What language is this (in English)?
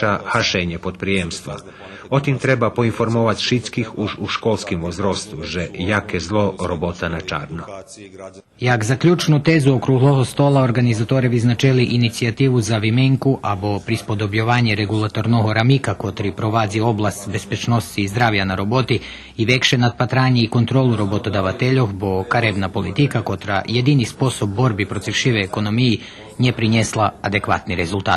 Rusyn